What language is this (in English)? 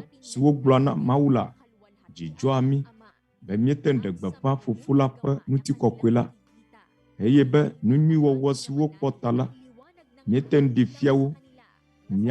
Ewe